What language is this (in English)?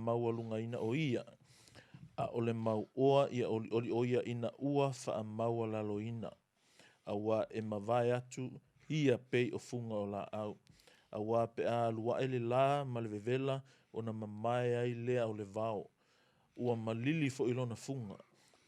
Samoan